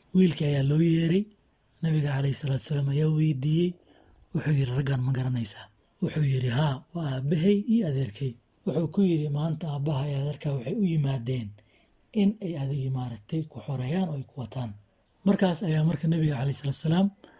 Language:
Somali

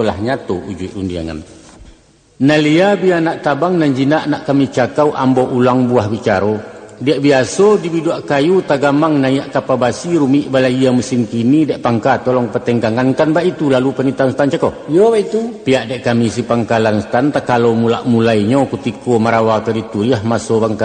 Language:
Minangkabau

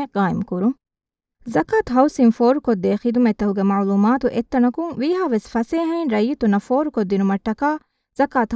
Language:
Divehi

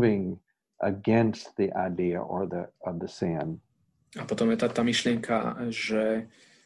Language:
Slovak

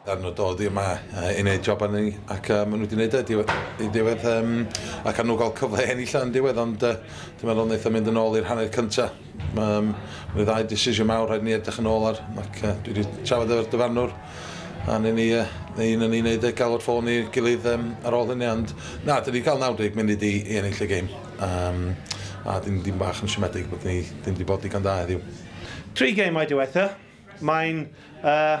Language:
Welsh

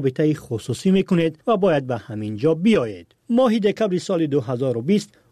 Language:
Persian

